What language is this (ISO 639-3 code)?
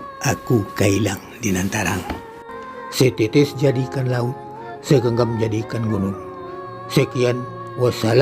min